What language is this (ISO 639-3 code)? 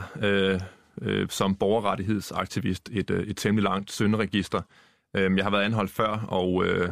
dan